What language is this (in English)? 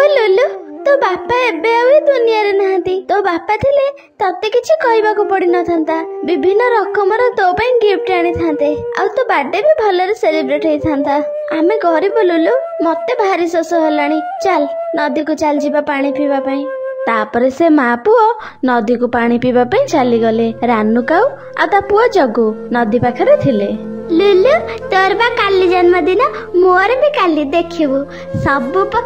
Odia